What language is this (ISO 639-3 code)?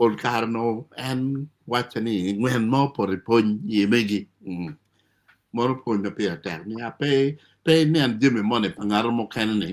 ach